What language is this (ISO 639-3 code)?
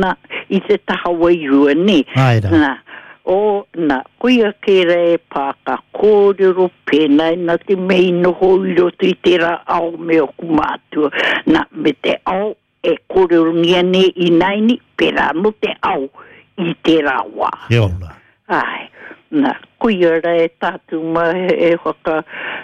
mri